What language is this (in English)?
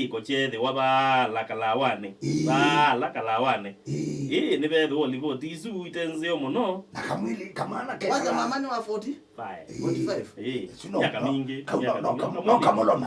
Kamba